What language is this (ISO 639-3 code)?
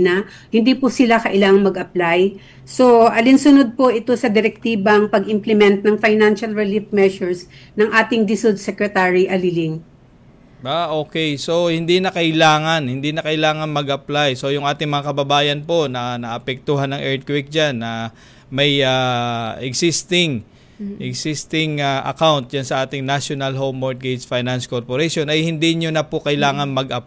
fil